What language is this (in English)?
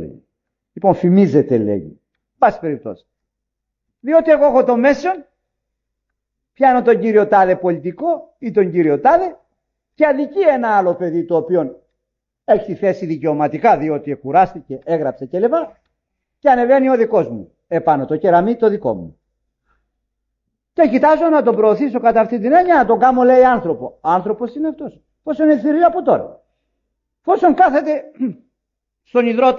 Greek